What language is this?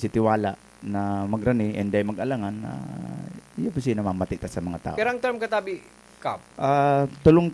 Bikol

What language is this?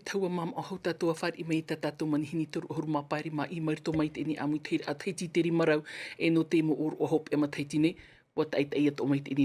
Tahitian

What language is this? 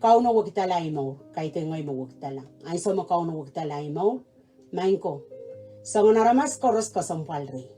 Pohnpeian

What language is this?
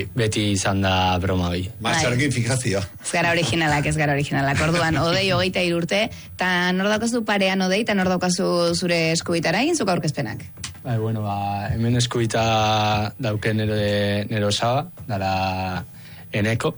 Basque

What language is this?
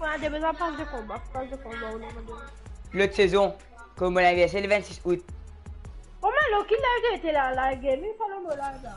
Morisyen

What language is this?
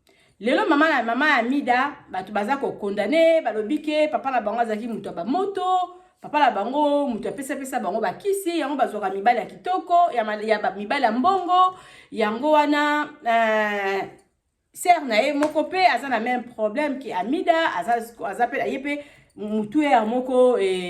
Lingala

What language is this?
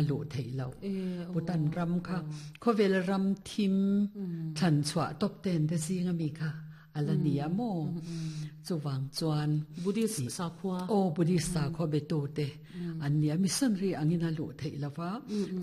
Mizo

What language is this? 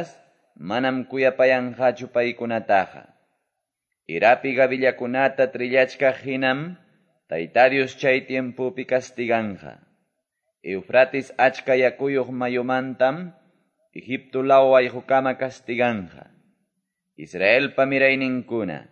Quechua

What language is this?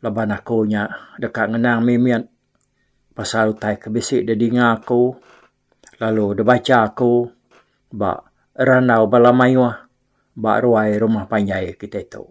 Iban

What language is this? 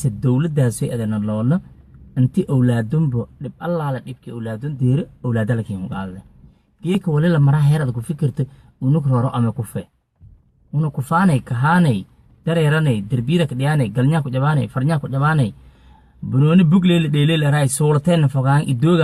Somali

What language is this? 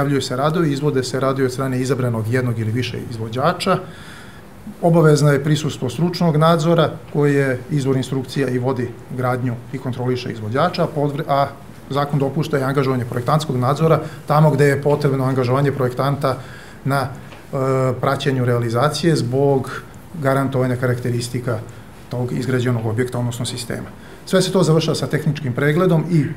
Serbian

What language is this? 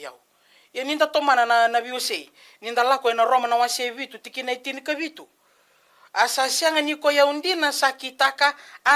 Fijian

